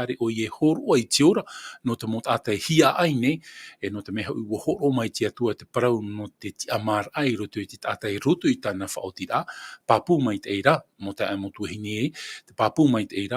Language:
Tahitian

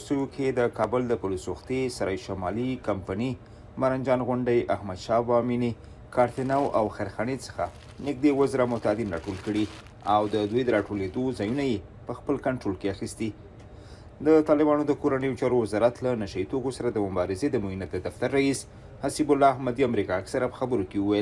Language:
Pashto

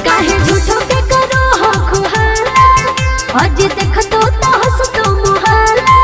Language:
Magahi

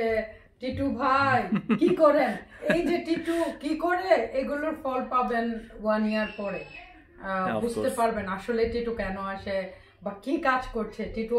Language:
Bangla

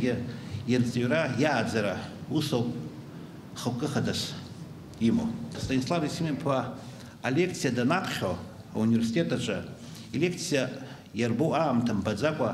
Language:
Abkhazian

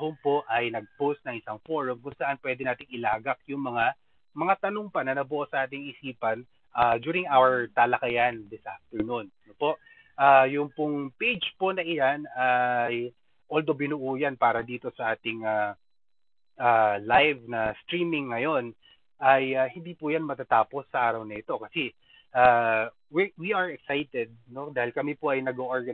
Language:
Filipino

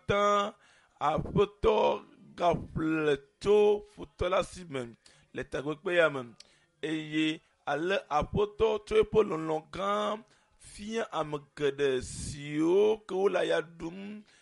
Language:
Ewe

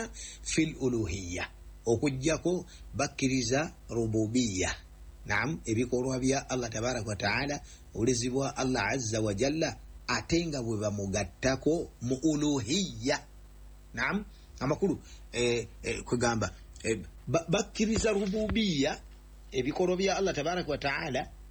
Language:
Ganda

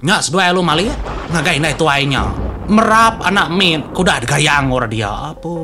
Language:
Iban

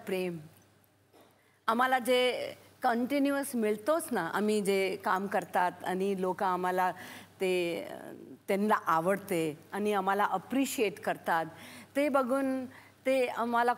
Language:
Marathi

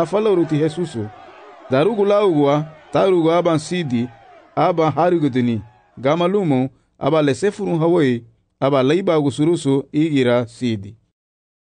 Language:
Garifuna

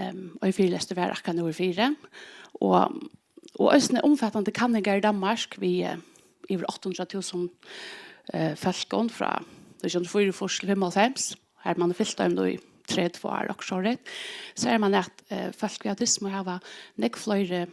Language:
Faroese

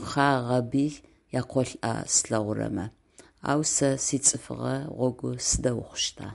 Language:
Adyghe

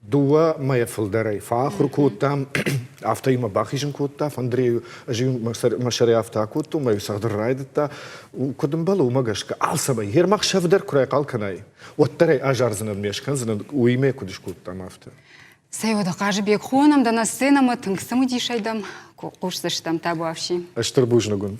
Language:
Ossetic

